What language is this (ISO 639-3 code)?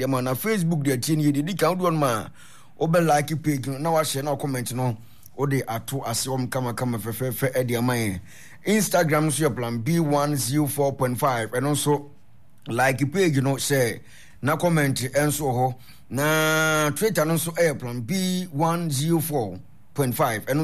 aka